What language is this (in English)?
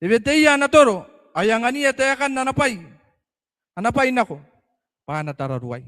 Gilbertese